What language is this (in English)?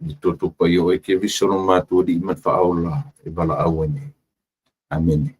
Samoan